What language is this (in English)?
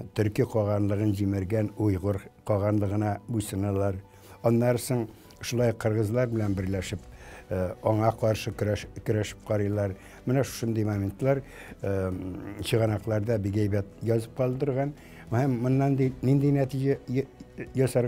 Tatar